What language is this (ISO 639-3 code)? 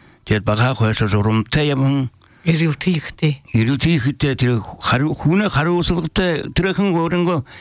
bel